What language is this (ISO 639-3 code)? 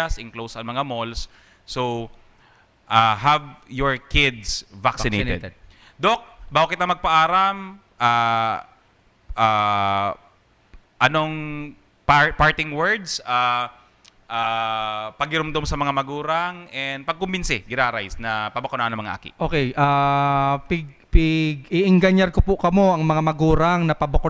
bik